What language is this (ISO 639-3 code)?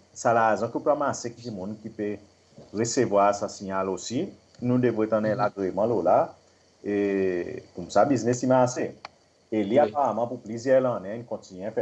crs